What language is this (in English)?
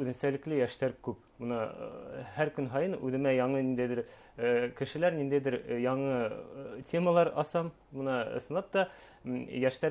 Bashkir